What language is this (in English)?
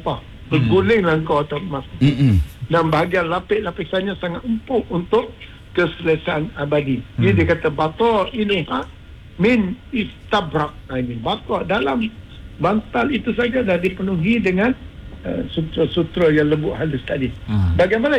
Malay